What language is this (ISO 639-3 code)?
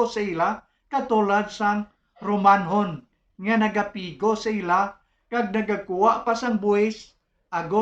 hil